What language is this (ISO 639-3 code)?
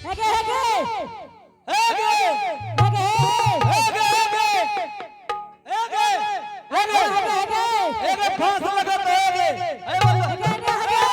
anp